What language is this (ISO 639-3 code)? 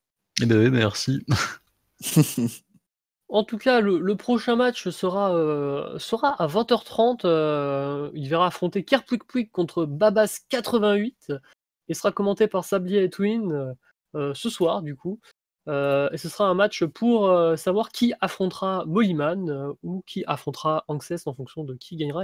fra